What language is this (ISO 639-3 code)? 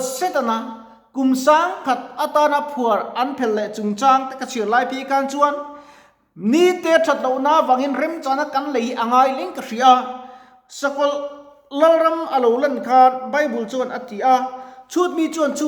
lus